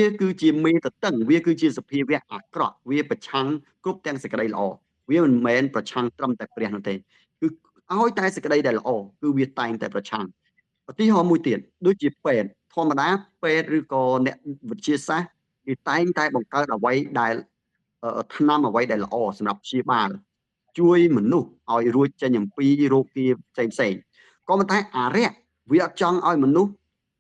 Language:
Khmer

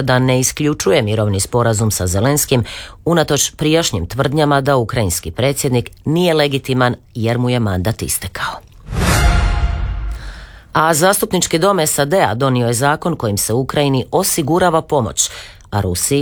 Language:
Croatian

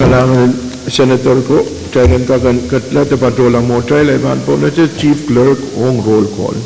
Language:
Pohnpeian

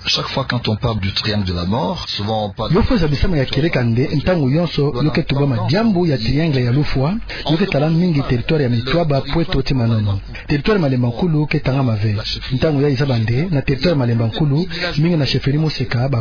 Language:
Kituba (Democratic Republic of Congo)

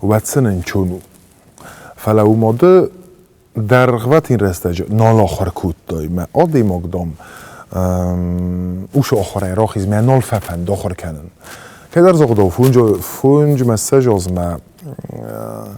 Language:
Ossetic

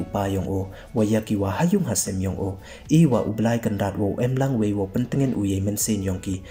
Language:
Pnar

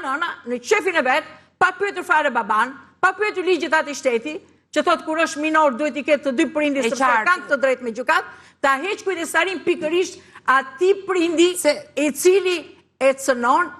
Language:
Albanian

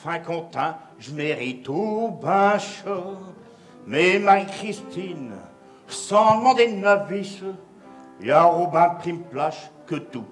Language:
Picard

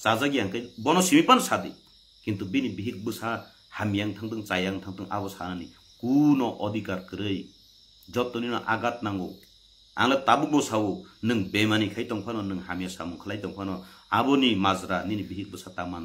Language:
Kok Borok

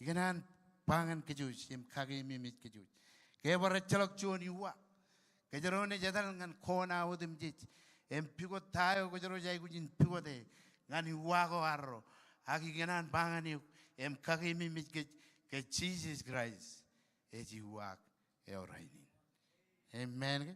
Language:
Marshallese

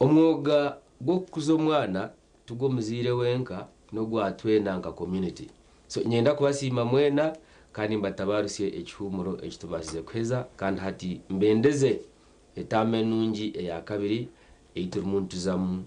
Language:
Nyankole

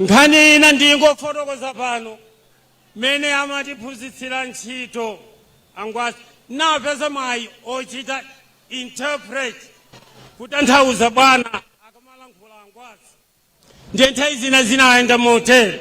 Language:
Nyanja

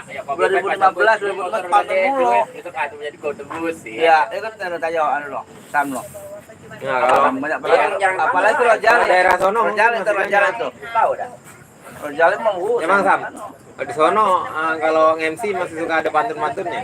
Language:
Betawi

